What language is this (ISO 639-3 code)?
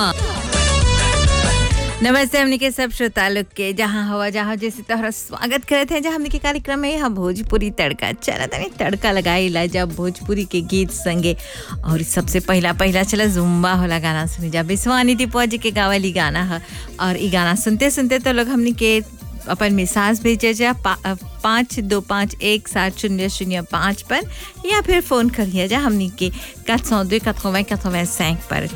bho